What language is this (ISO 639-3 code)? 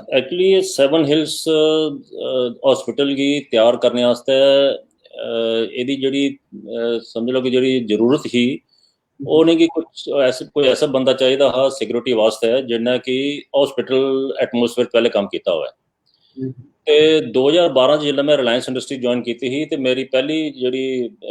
doi